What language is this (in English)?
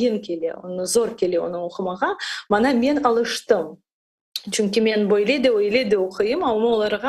Crimean Tatar